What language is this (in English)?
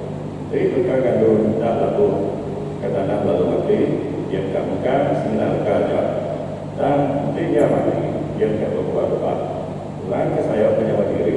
Iban